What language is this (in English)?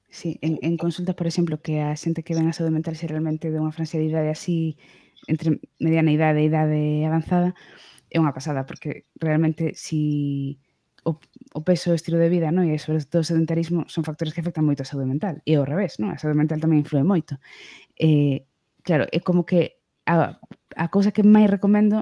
Galician